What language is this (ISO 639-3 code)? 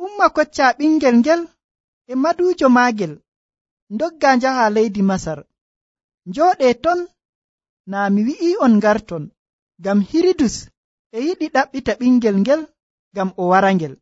fuv